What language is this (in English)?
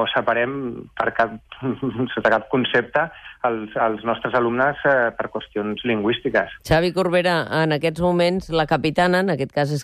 Catalan